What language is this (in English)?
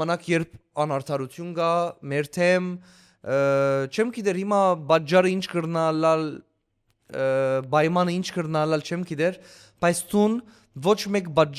Western Armenian